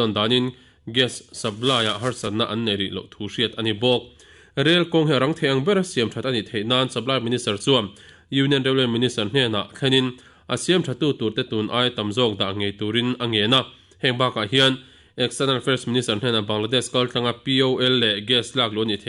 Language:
Mizo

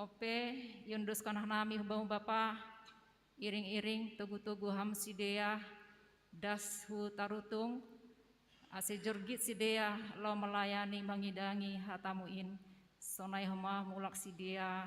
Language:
Batak Simalungun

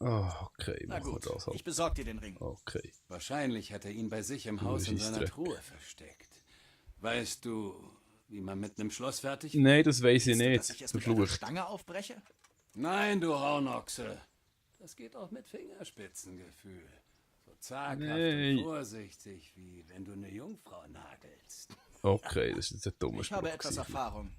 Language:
Swiss German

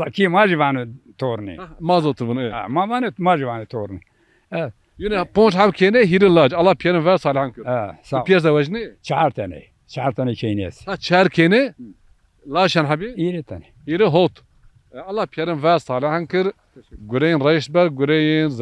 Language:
Zaza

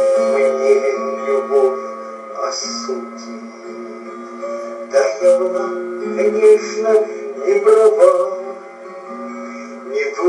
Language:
Russian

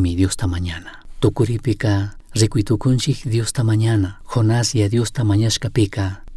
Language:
Chimborazo Highland Quichua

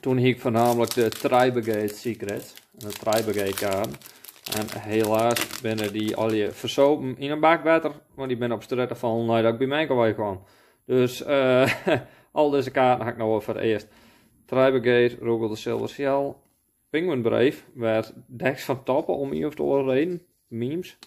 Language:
Western Frisian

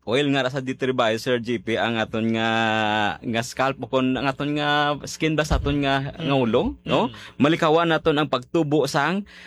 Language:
Hiligaynon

